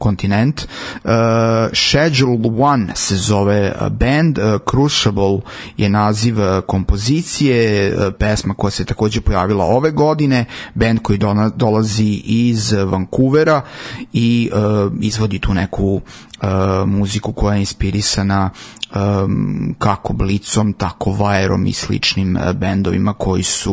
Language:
Serbian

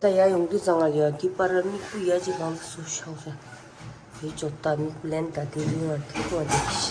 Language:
Tibetan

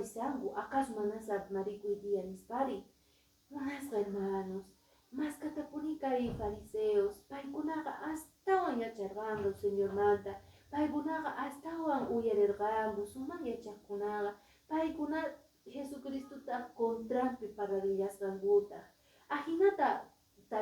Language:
Quechua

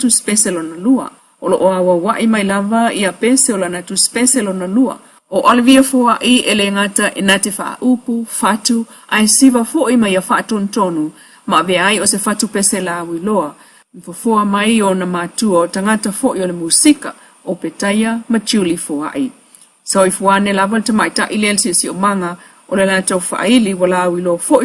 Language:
Samoan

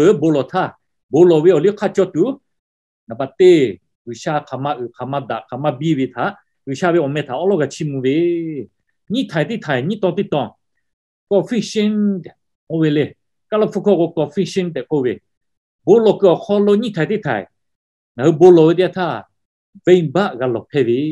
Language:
Lahu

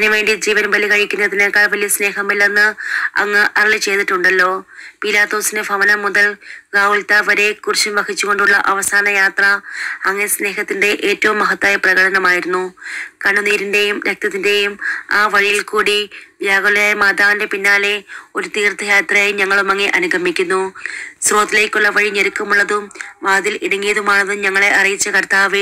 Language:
Malayalam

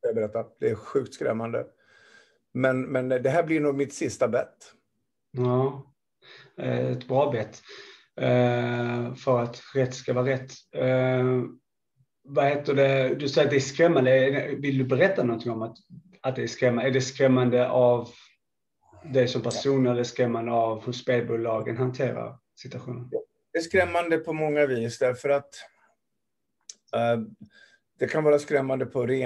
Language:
Swedish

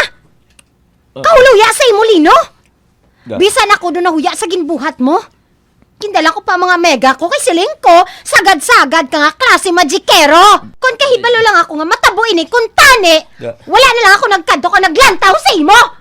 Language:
Hiligaynon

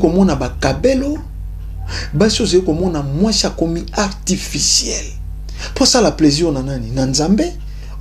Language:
Lingala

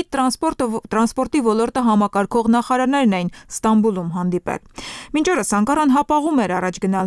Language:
Armenian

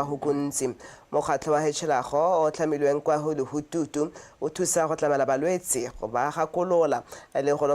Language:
Tswana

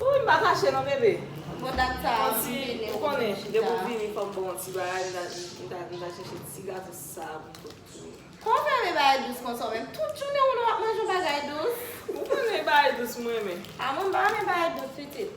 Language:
Haitian Creole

